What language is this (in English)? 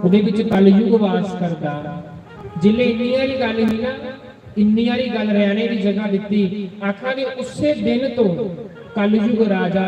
Dogri